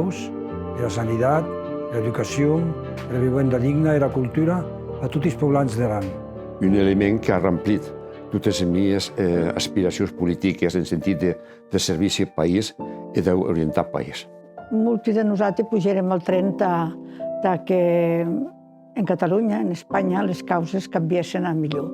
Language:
Occitan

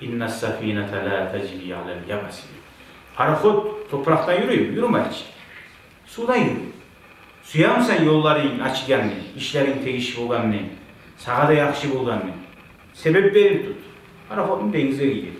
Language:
Kumyk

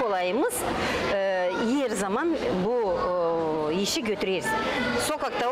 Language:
Gagauz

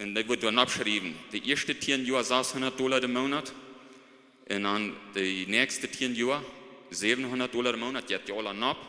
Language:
Plautdietsch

